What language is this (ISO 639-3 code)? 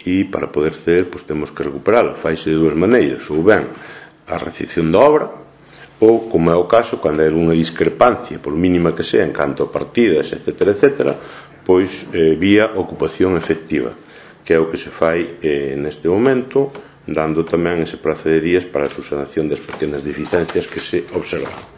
glg